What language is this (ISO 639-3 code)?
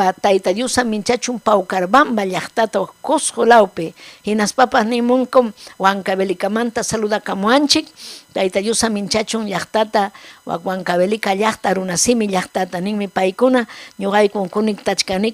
quy